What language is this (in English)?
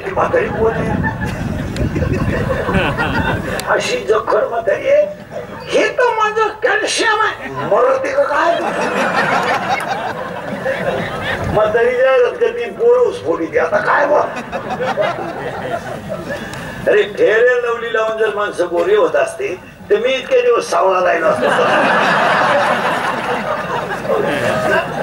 Marathi